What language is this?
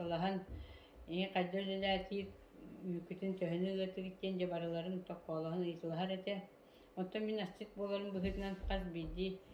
Yakut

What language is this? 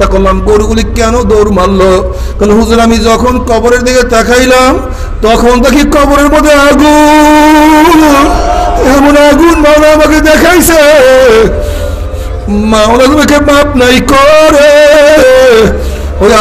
Bangla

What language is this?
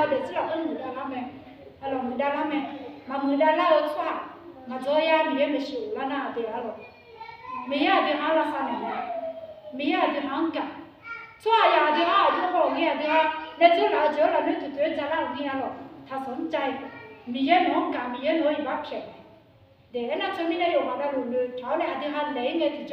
Akha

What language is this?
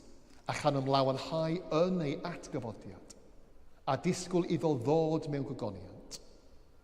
Welsh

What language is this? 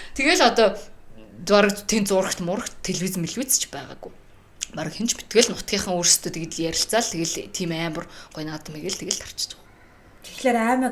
Mongolian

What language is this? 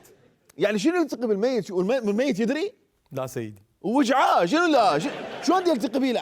Mesopotamian Arabic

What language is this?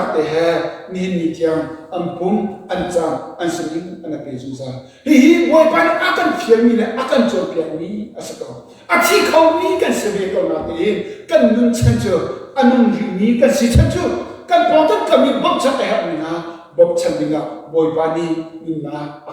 Hakha Chin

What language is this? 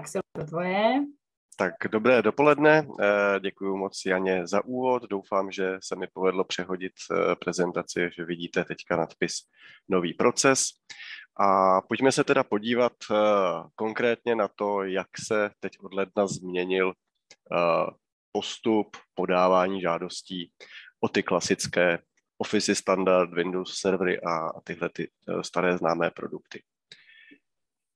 Czech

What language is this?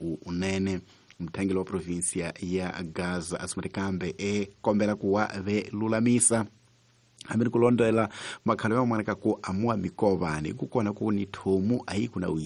Tsonga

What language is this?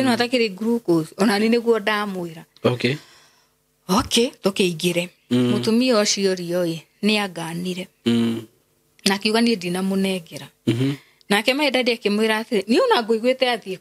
Kikuyu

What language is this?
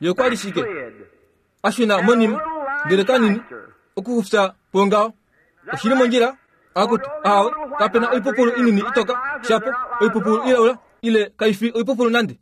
Kuanyama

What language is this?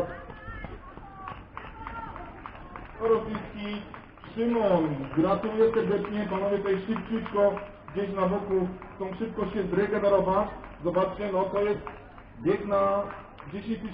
Polish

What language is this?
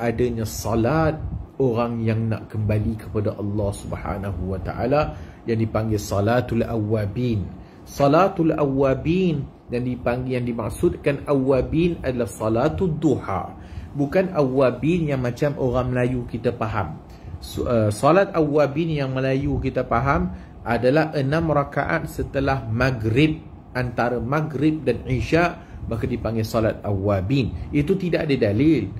Malay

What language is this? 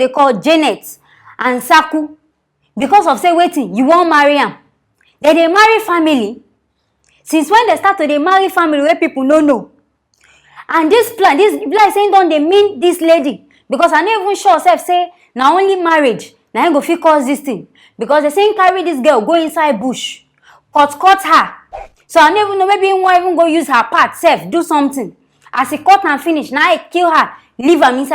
Nigerian Pidgin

